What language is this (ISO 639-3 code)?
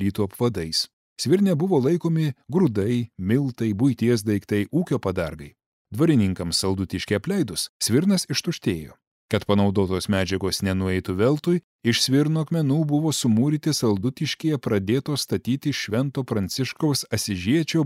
lit